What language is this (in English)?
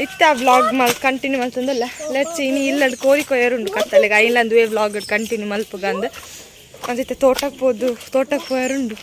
Tulu